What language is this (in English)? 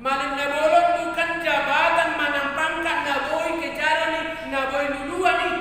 Batak Toba